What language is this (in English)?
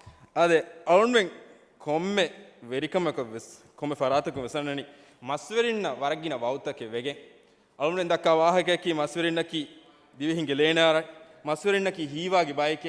Divehi